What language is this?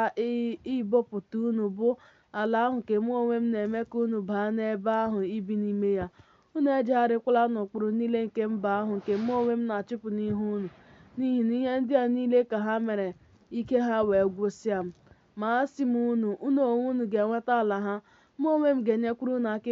Igbo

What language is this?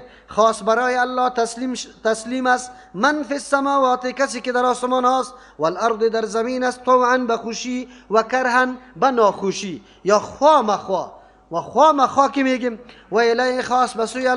Persian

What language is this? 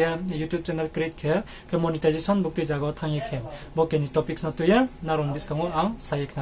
Riang (India)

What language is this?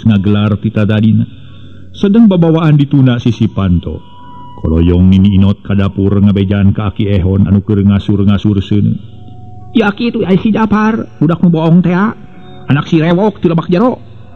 Sundanese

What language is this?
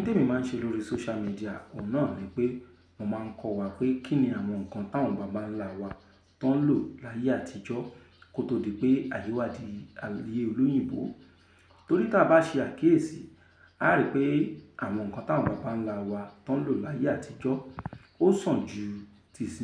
Yoruba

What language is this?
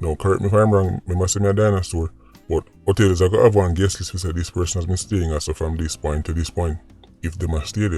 Jamaican Creole English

